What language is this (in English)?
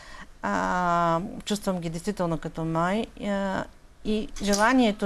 Bulgarian